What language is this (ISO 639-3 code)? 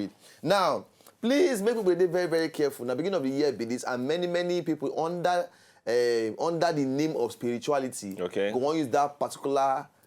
pcm